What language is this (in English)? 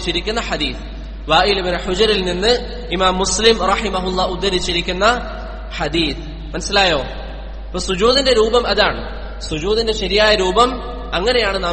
Malayalam